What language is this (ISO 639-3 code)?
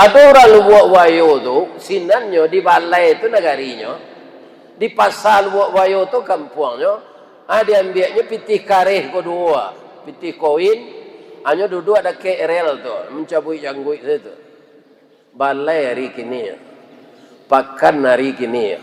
min